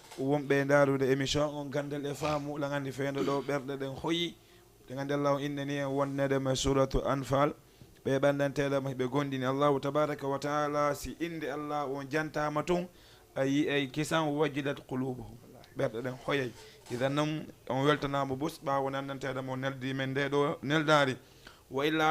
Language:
Fula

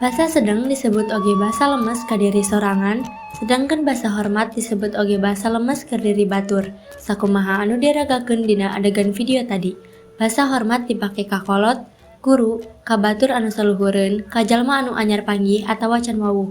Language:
Sundanese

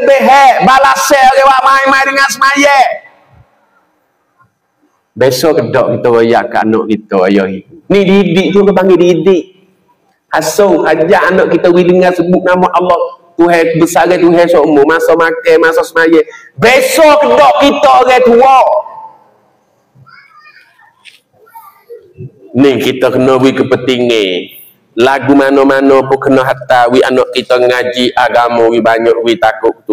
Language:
Malay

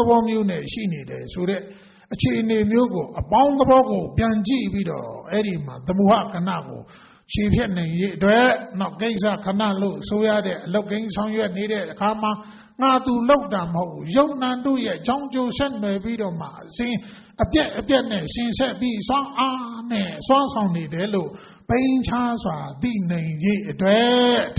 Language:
Burmese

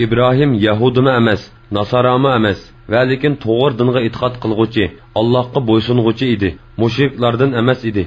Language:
Uyghur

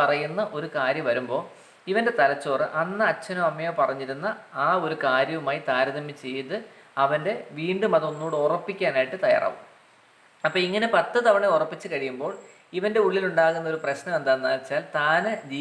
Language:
Malayalam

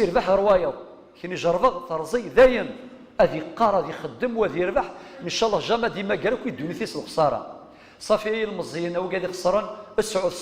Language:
Kabyle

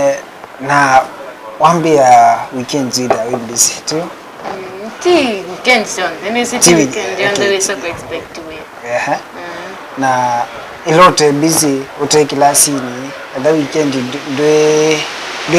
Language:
Kamba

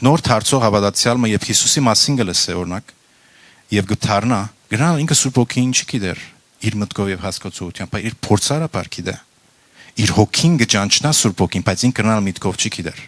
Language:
Western Armenian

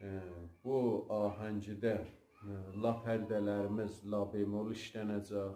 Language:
South Azerbaijani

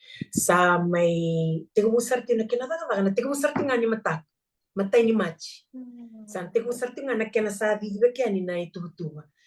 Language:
Fijian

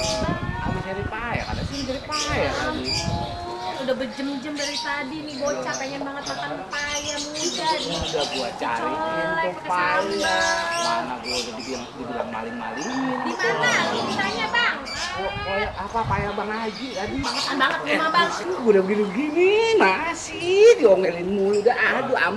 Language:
Betawi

